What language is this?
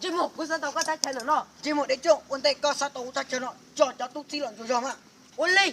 Hmong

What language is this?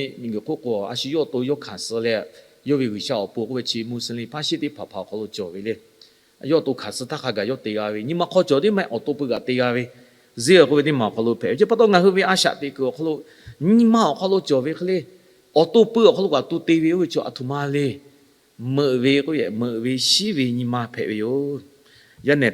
Lahu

